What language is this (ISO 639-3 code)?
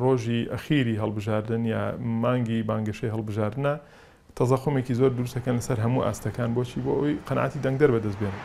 ckb